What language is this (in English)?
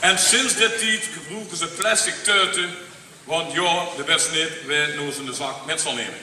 Limburgish